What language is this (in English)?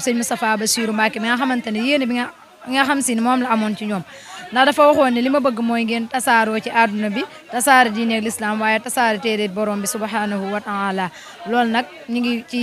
Wolof